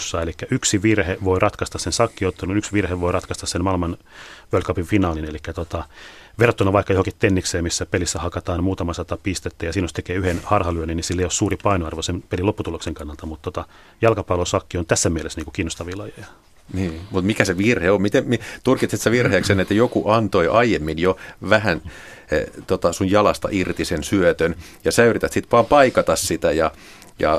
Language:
Finnish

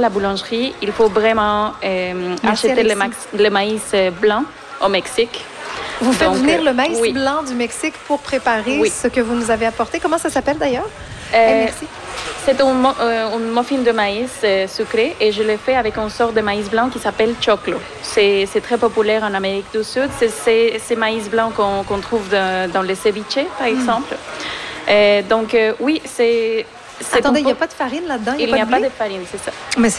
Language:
French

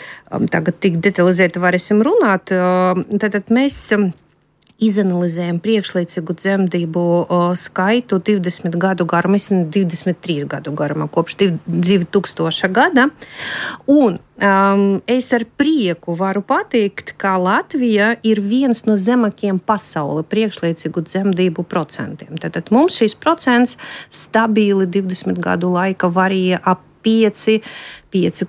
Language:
Latvian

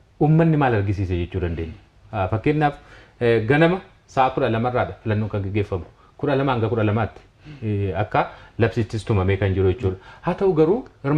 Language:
Oromo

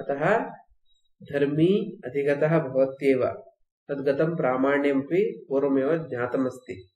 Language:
Sanskrit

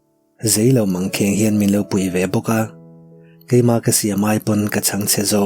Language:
Mizo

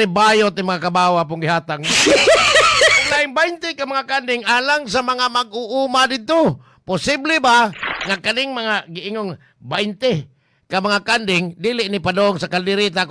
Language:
Cebuano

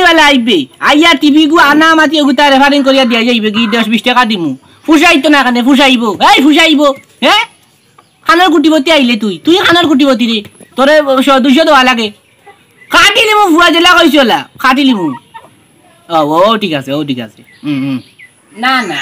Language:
Sylheti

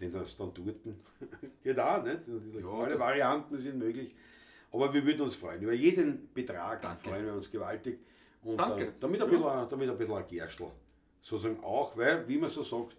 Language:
Bavarian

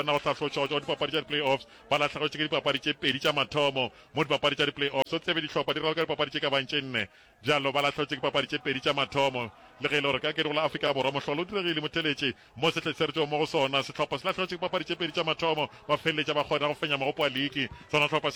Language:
Northern Sotho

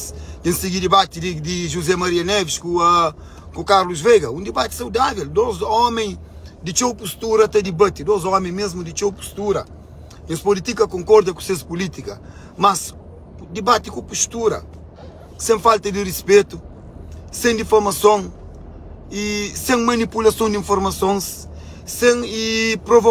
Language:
Kabuverdianu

